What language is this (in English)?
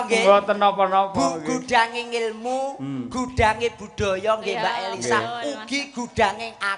Javanese